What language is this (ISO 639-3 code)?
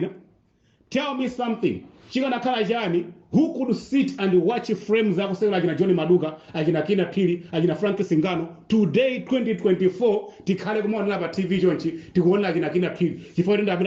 nya